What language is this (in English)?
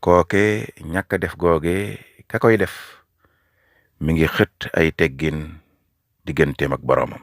Wolof